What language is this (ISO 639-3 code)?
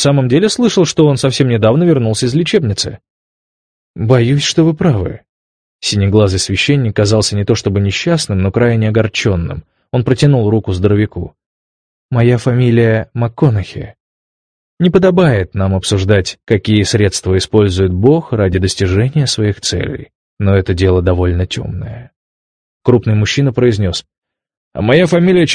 rus